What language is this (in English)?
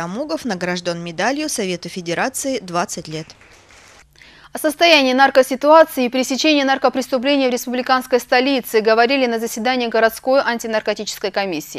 Russian